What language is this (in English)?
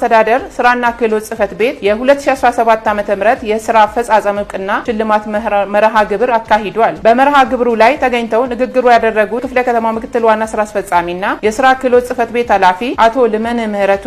Amharic